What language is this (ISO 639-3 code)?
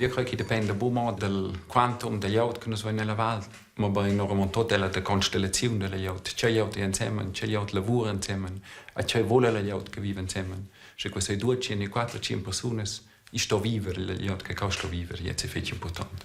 roh